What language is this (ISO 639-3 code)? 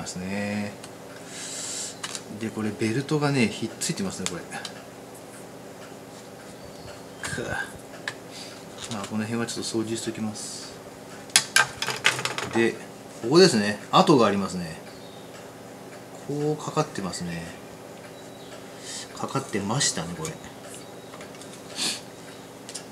jpn